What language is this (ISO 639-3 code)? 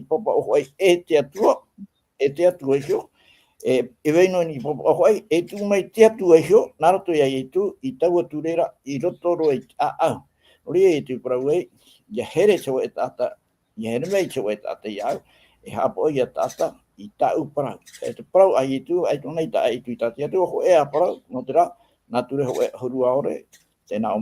tah